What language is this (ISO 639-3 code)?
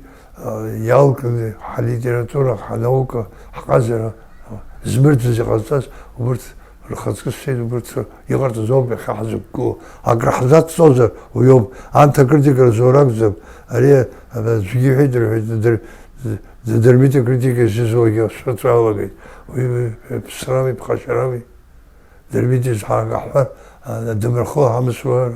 abk